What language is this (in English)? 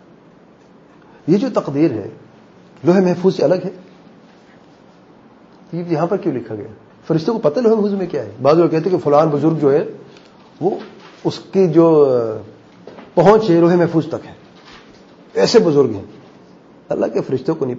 Urdu